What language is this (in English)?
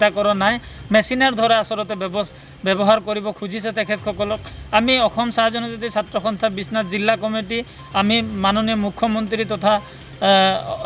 Assamese